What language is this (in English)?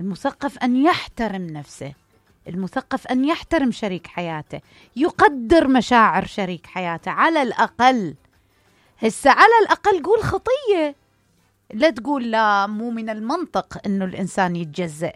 Mesopotamian Arabic